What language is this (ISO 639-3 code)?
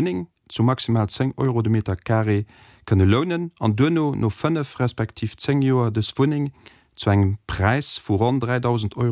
ltz